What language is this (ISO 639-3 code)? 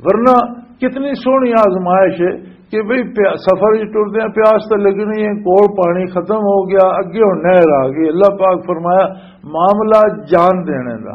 lah